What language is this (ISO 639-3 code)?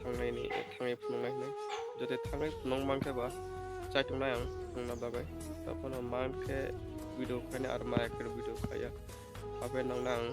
trp